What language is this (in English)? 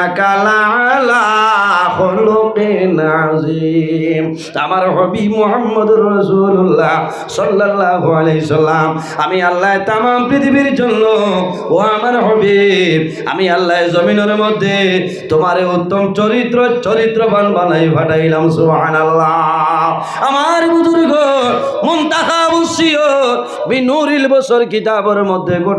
Sylheti